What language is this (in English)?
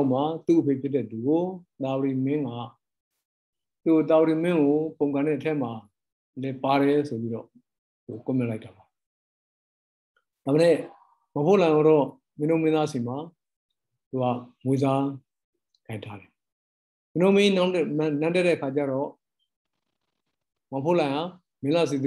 Burmese